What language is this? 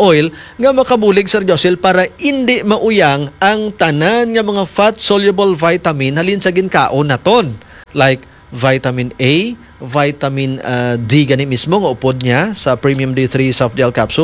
Hiligaynon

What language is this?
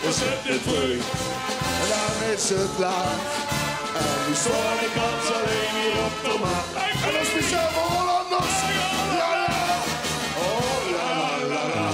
Limburgish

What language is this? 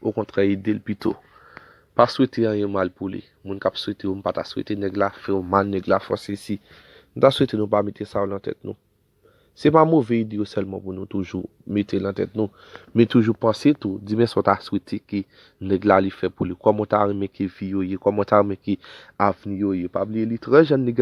Haitian Creole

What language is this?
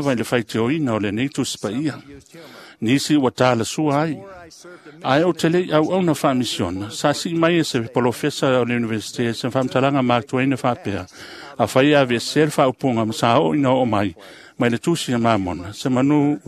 Samoan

